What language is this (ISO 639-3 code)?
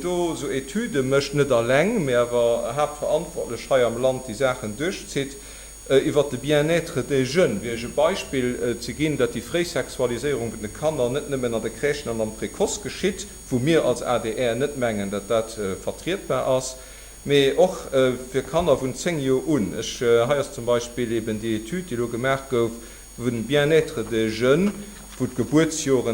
ltz